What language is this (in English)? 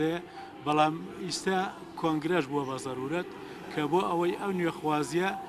Central Kurdish